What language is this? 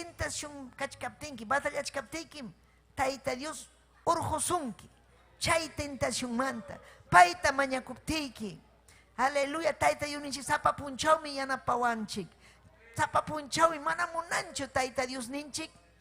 Ayacucho Quechua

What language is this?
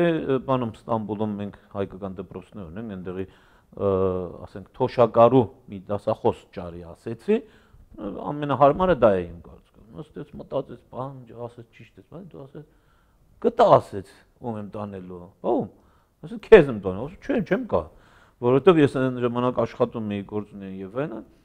Armenian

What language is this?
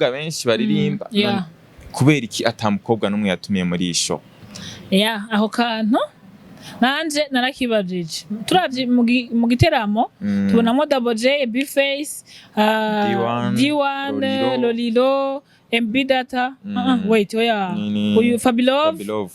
Rundi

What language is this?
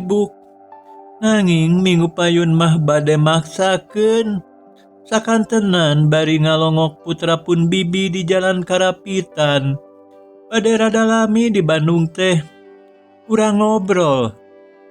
Sundanese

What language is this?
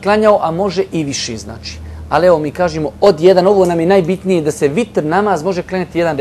Bosnian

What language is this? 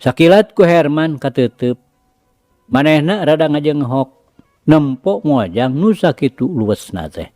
Sundanese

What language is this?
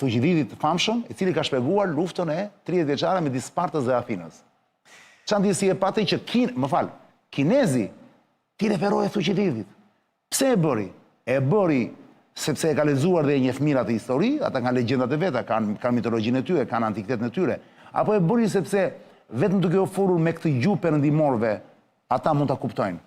Albanian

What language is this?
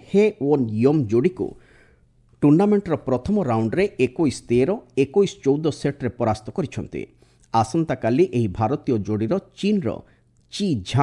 Odia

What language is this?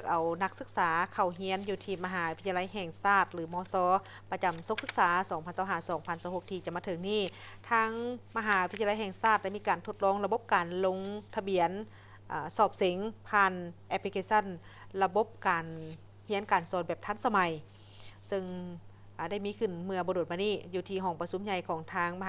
Lao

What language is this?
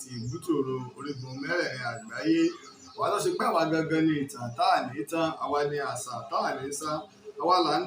Yoruba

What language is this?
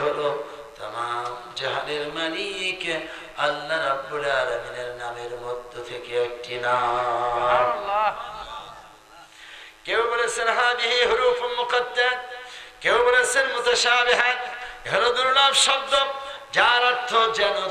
Bangla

